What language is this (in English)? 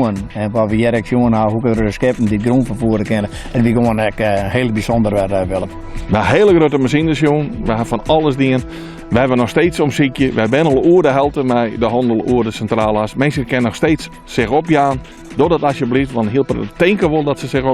Western Frisian